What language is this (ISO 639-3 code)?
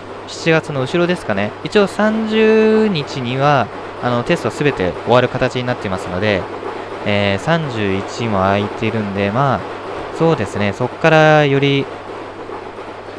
jpn